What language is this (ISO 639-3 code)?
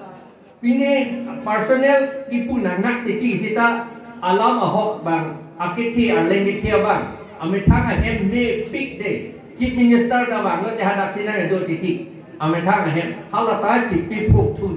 mjw